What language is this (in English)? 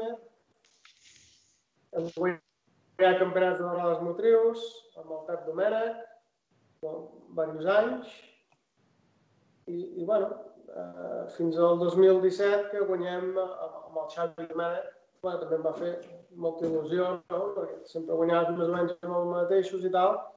Catalan